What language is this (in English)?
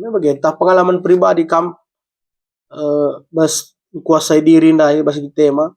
Batak Karo